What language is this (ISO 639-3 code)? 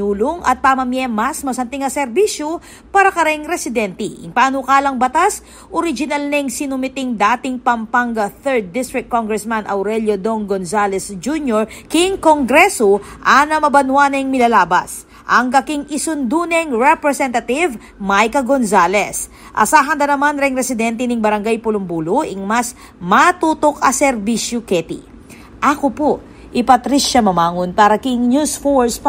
pam